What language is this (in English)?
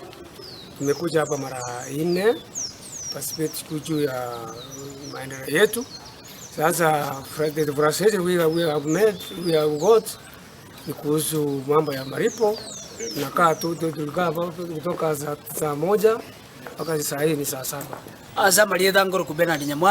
Gusii